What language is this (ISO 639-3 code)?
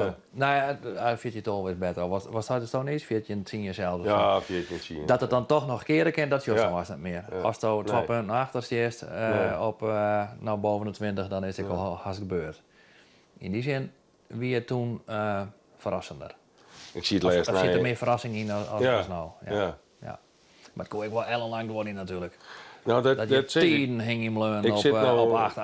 fry